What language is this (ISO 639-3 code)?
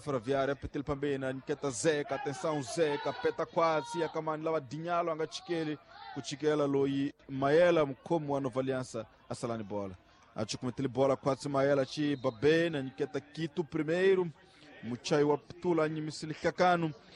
tso